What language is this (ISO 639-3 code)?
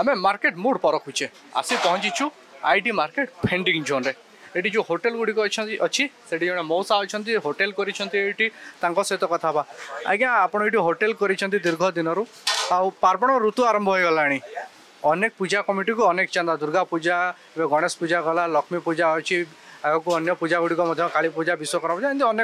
ori